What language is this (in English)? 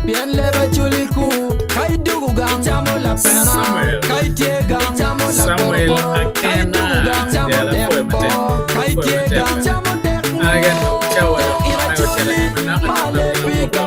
Acoli